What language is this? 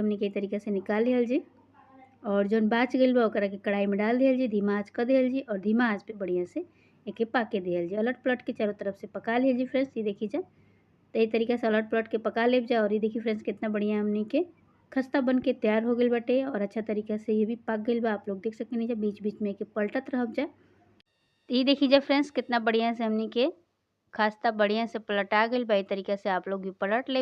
Bhojpuri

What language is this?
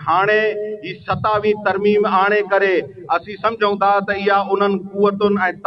Sindhi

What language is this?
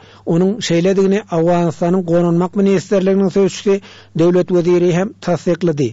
Turkmen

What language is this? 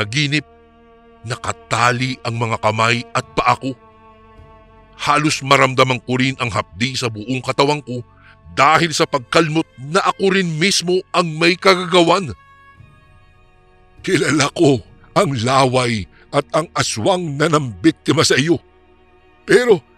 Filipino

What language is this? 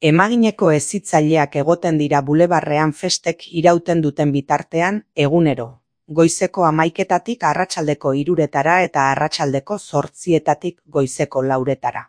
Basque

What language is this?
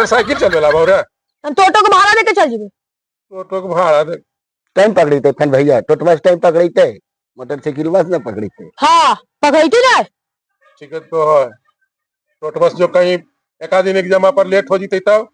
Magahi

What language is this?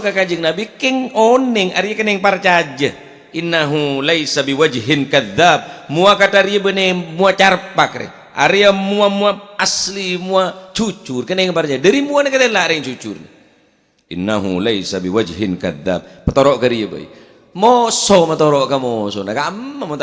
Madurese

